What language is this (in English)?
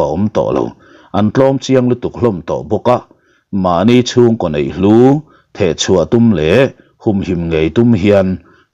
Mizo